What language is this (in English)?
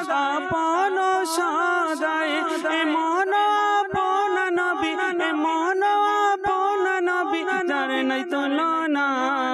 Bangla